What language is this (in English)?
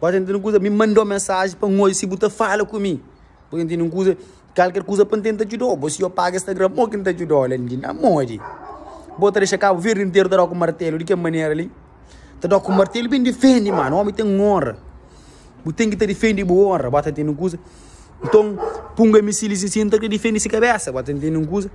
Kabuverdianu